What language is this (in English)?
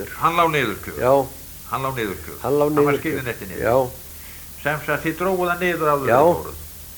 Icelandic